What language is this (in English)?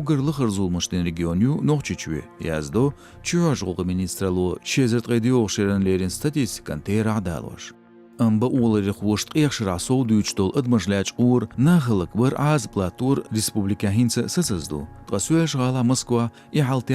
Chechen